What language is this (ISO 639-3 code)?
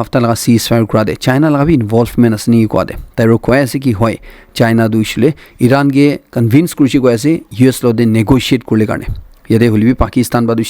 nag